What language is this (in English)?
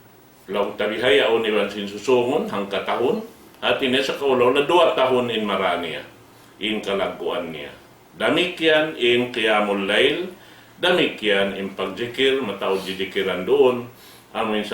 Tausug